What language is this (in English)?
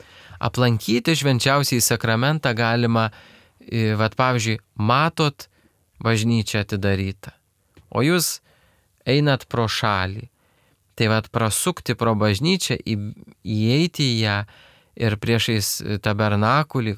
Lithuanian